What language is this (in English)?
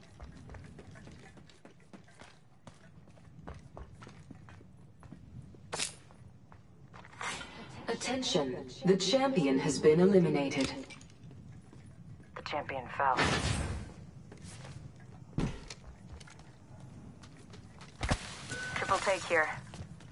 English